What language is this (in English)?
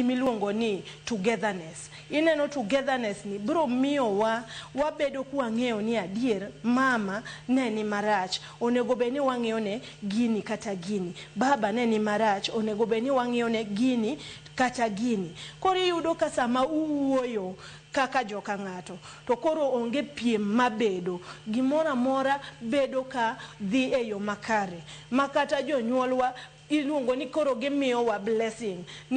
Luo (Kenya and Tanzania)